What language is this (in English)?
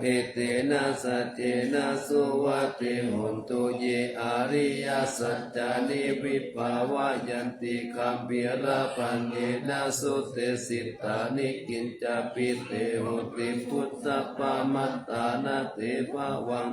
Pali